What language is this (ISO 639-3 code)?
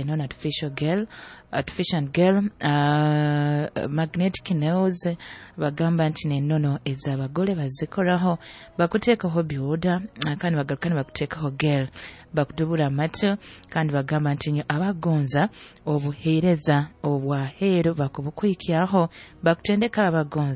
nyo